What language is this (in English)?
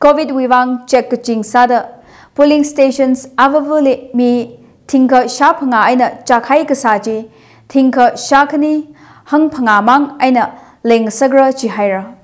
Tangkhul Naga (India)